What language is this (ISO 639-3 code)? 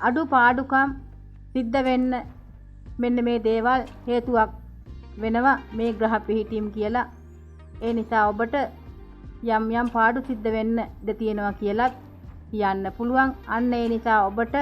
sin